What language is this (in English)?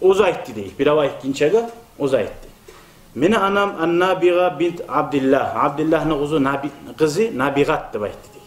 Kumyk